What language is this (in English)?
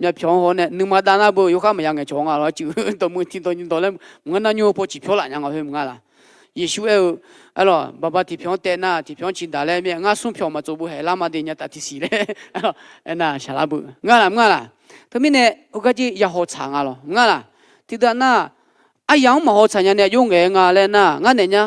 Akha